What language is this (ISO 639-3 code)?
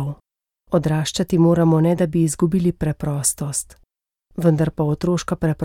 slv